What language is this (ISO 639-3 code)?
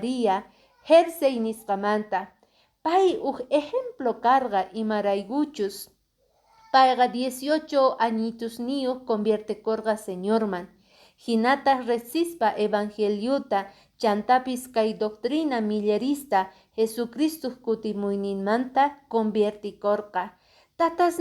que